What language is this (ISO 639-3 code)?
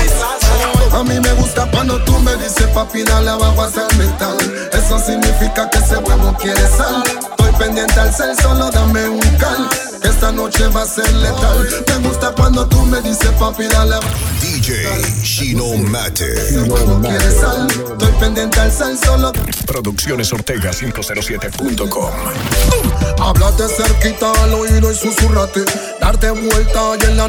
spa